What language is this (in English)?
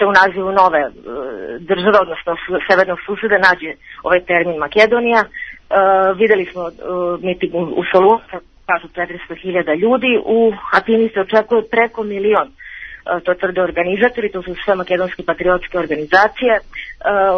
Serbian